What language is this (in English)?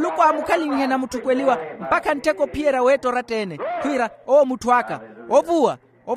Makhuwa